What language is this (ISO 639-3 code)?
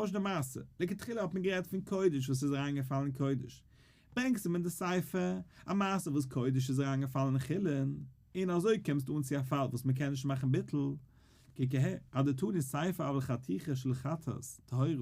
yid